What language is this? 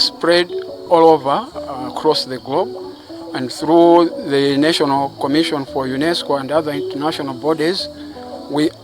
English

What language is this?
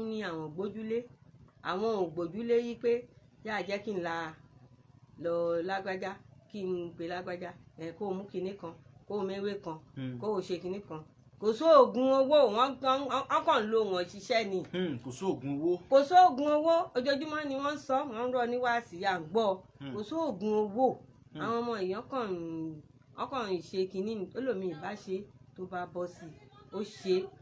Yoruba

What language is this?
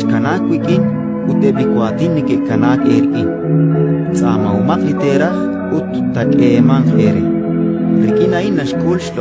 Kekchí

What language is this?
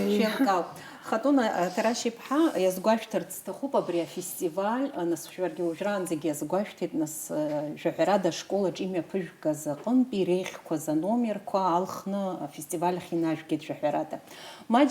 Abkhazian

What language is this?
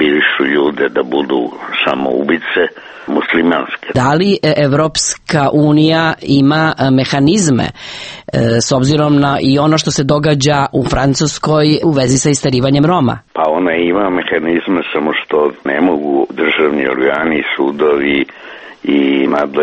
Serbian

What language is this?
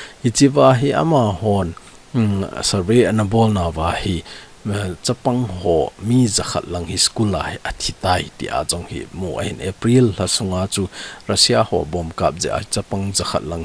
Thado Chin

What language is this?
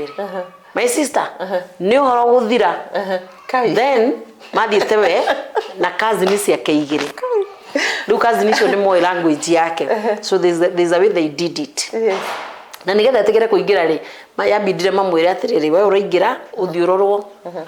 Kikuyu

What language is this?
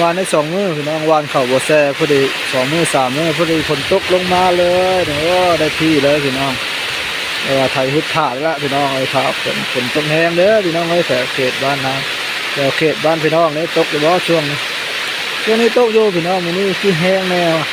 Northeastern Thai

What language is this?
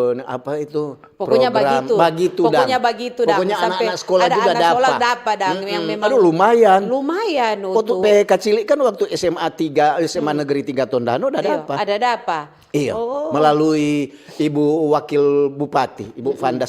Manado Malay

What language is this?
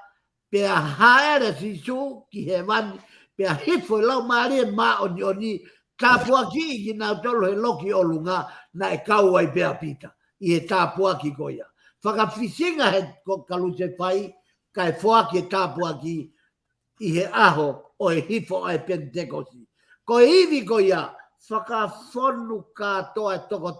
Tongan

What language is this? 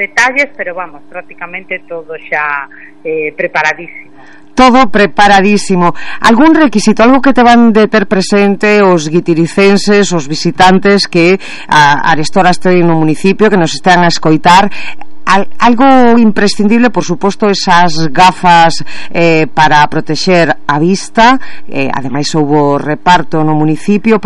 Galician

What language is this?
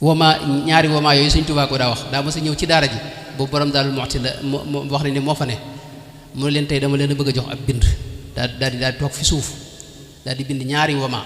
Wolof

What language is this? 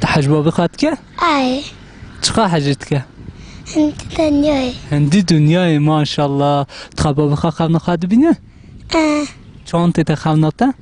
Kurdish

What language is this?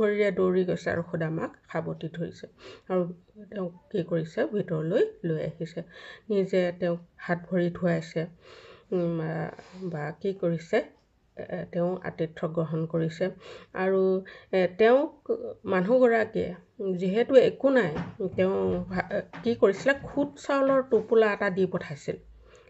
Assamese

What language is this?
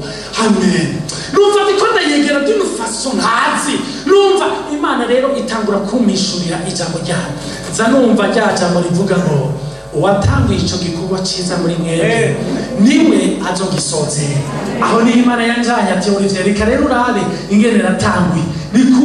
Rundi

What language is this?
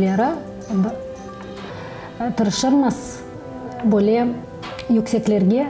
Crimean Tatar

